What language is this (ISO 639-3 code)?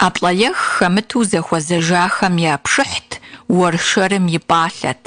kbd